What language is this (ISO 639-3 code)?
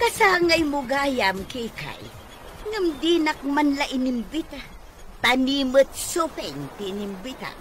ilo